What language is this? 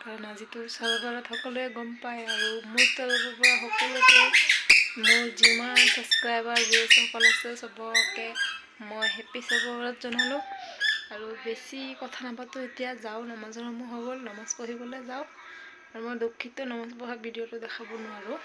Assamese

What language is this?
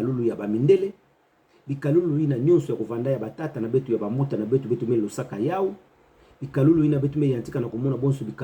Kituba (Democratic Republic of Congo)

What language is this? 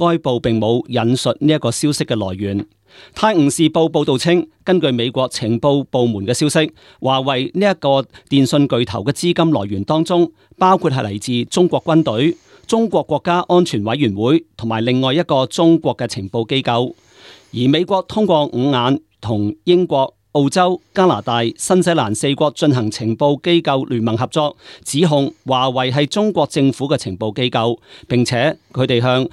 Cantonese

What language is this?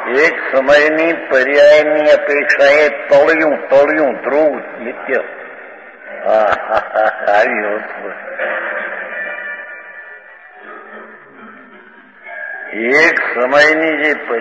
Gujarati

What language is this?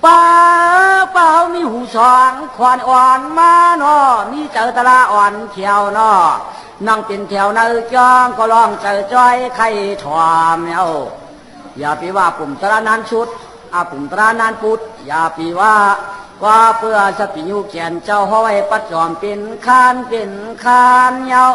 Shan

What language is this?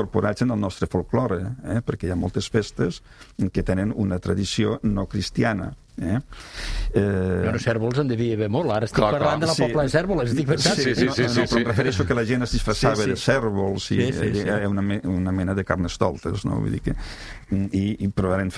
Catalan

